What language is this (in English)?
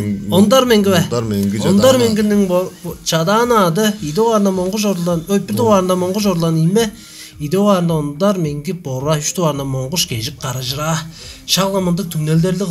Tuvinian